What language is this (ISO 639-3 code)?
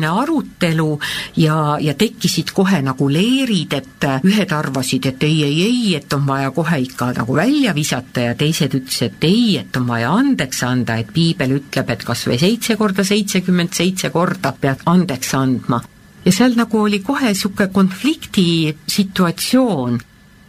est